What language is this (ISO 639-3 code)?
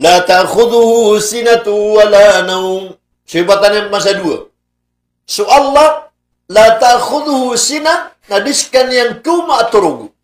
mrw